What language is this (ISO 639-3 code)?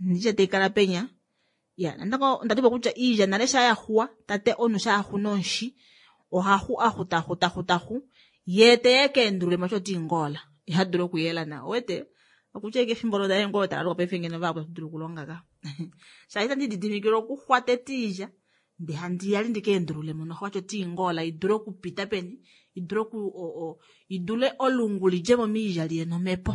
kua